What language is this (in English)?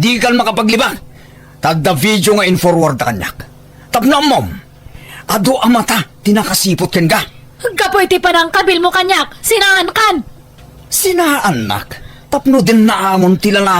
Iloko